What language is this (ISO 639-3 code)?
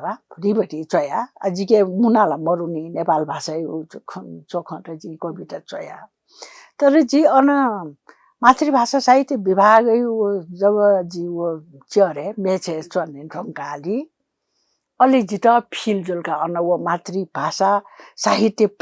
new